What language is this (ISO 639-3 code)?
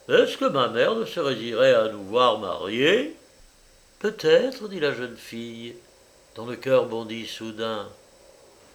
fra